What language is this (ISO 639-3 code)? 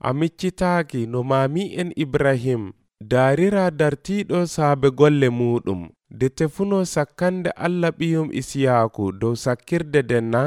fuv